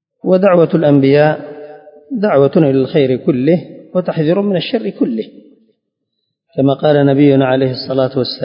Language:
Arabic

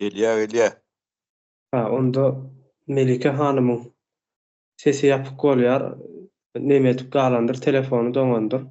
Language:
Turkmen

